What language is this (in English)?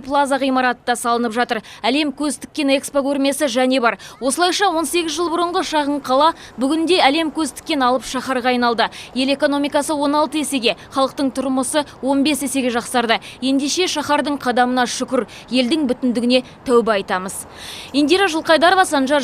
Kazakh